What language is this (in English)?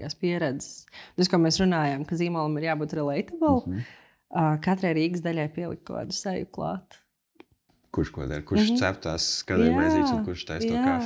Latvian